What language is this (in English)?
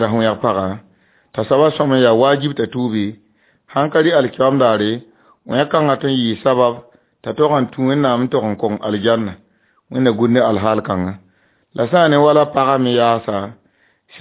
Mossi